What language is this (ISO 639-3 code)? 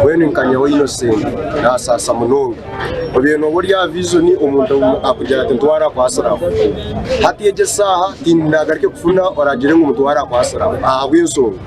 nyn